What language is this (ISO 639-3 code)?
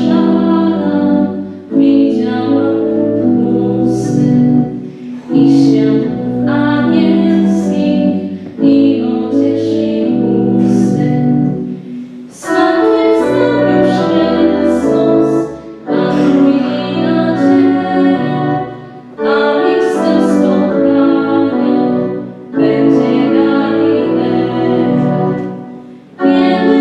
pol